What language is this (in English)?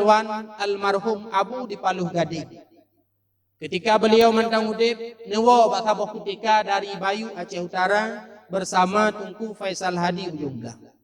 Achinese